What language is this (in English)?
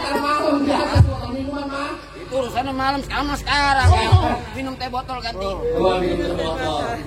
Betawi